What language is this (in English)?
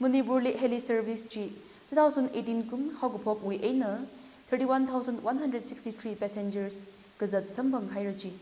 Tangkhul Naga (India)